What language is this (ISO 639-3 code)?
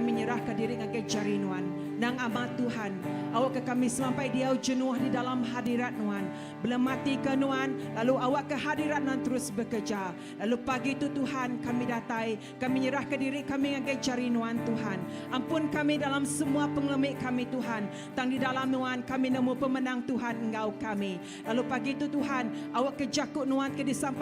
iba